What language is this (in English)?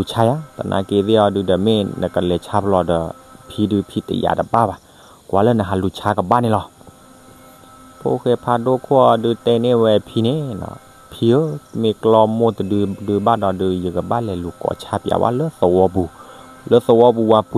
S'gaw Karen